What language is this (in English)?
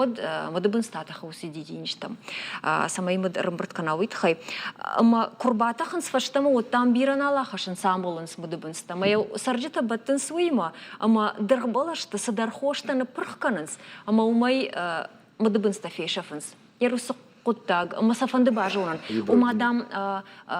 Ossetic